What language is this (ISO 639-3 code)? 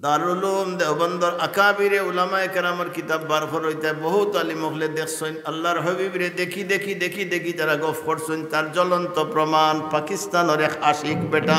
syl